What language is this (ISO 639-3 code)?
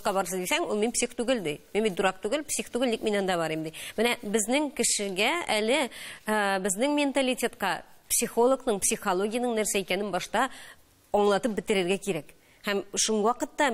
tat